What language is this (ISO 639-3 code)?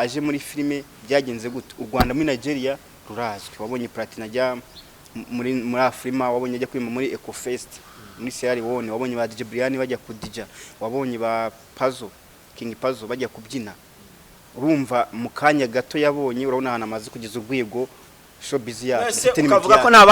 kin